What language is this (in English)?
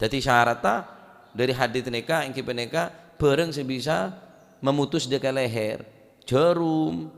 Madurese